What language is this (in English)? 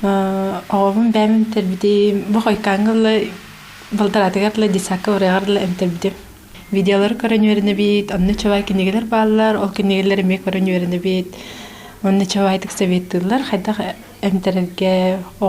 Yakut